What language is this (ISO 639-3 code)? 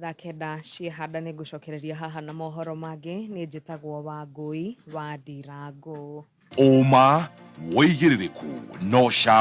kik